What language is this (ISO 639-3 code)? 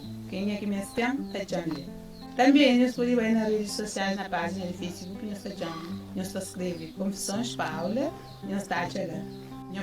kea